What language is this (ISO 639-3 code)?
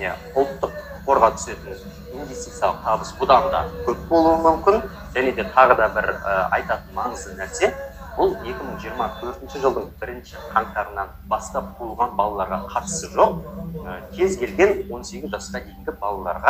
kaz